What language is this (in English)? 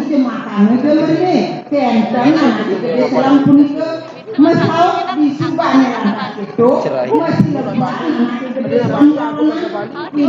Balinese